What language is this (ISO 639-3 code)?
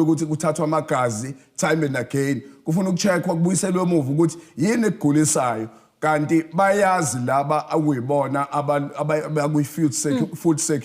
zul